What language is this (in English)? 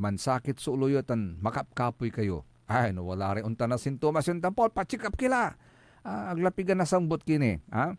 Pangasinan